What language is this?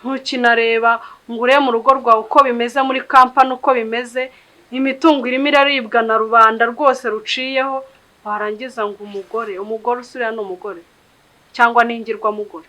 Kinyarwanda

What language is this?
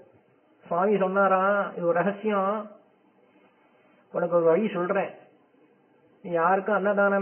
Tamil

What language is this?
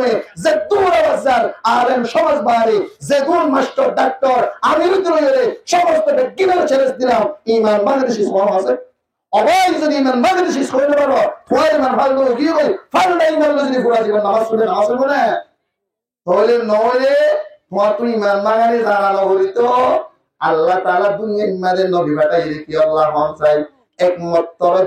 Rohingya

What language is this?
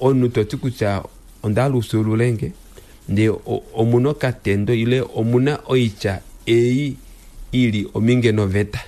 Kuanyama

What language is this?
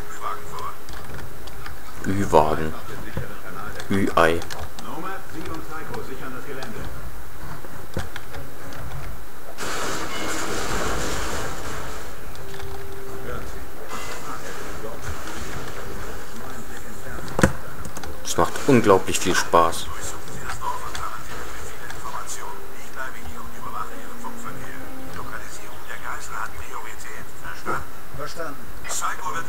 German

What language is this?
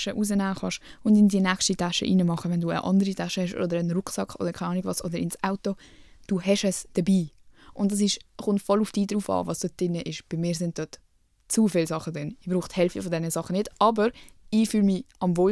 Swiss German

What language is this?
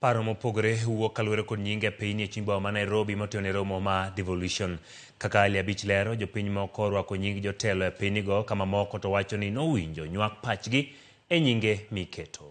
Luo (Kenya and Tanzania)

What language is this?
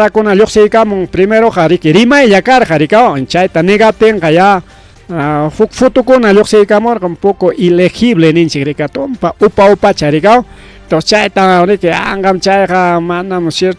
Ayacucho Quechua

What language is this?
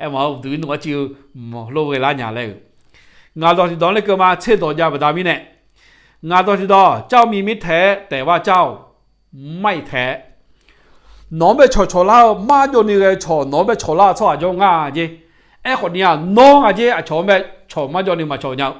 Akha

